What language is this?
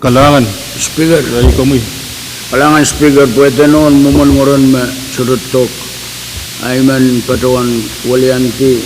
Pohnpeian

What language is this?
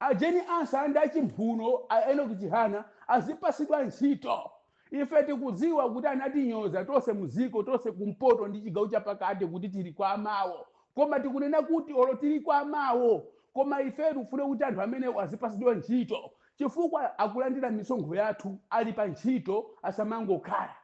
Nyanja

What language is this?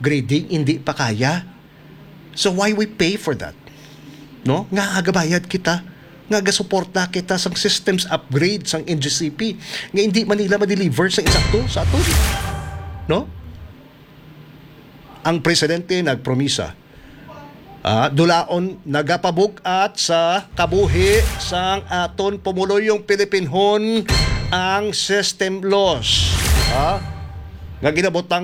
Hiligaynon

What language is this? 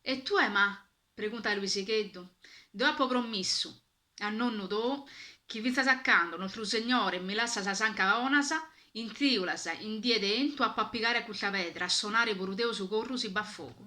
Sardinian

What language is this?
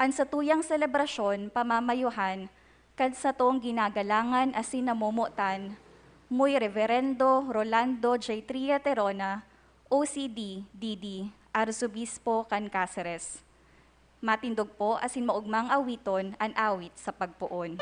Bikol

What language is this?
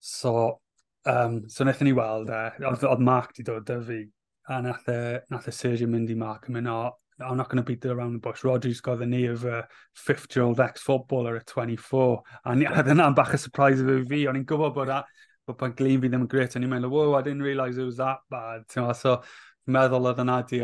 Welsh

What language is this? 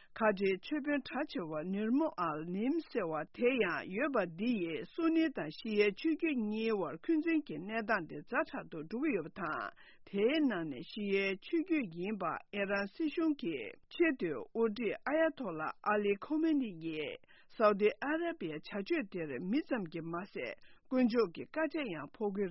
Tibetan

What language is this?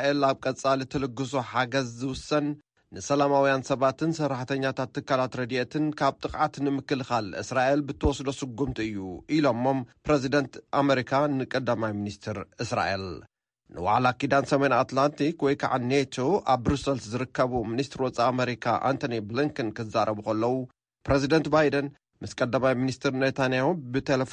Tigrinya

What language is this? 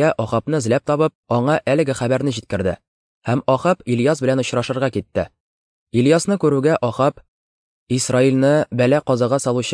Tatar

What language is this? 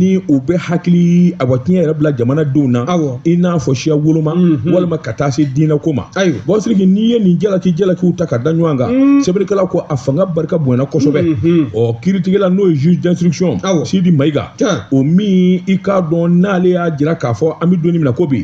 Bambara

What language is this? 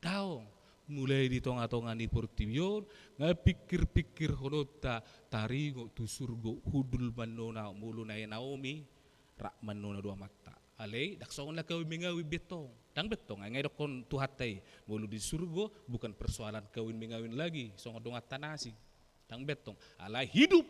Batak Toba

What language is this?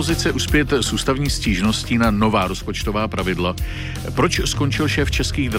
Czech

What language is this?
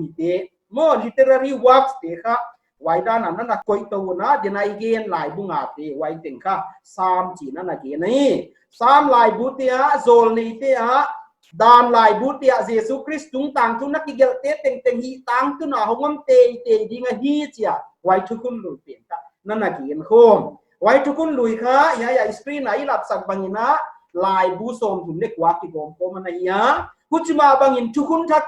Paite Chin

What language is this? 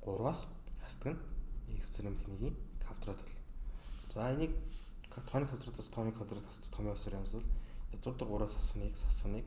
Mongolian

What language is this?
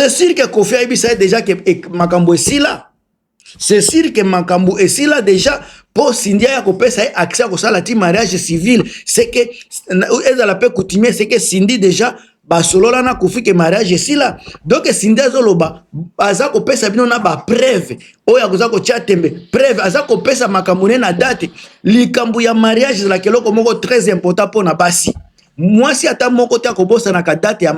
Lingala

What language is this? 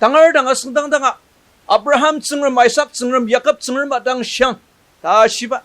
Ao Naga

